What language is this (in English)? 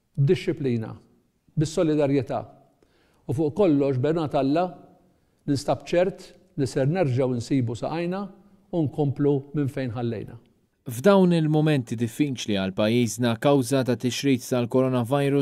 Maltese